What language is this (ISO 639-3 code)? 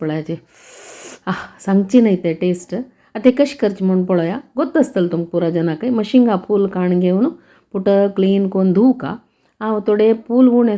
kok